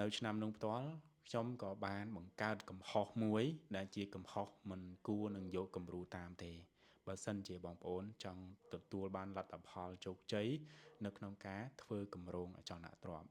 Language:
Khmer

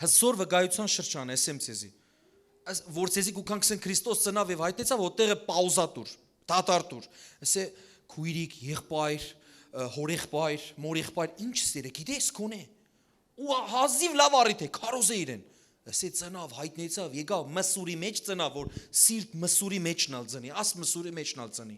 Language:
Western Armenian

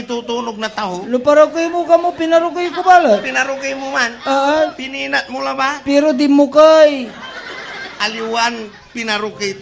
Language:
Pangasinan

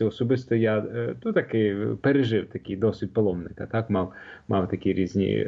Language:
Ukrainian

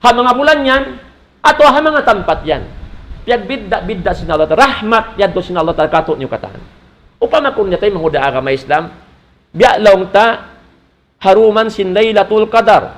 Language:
Tausug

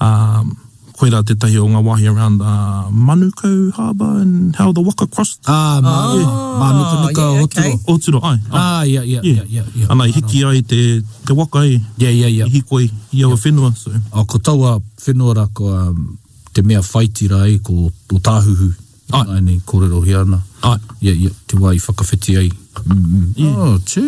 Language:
Māori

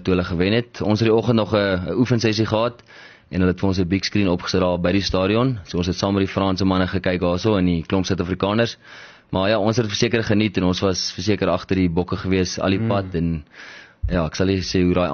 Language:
Afrikaans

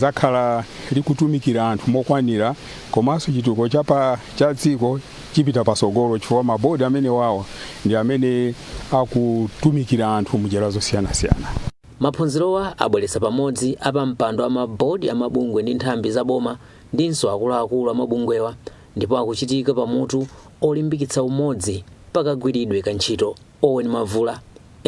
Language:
Nyanja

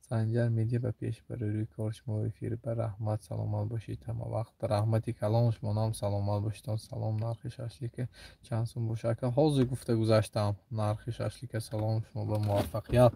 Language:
Tajik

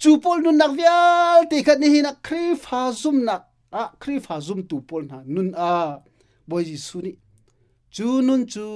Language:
Hakha Chin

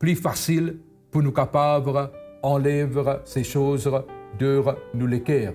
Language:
Morisyen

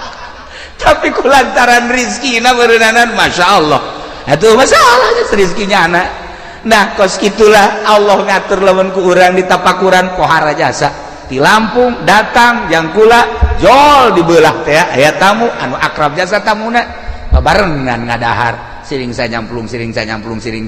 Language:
Sundanese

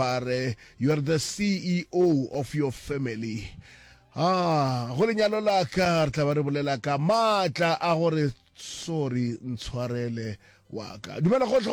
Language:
Northern Sotho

